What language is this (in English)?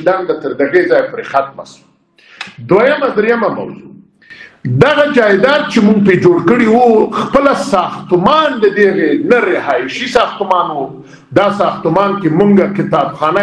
Pashto